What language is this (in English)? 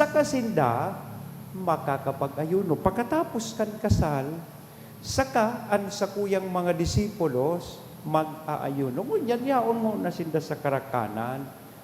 Bikol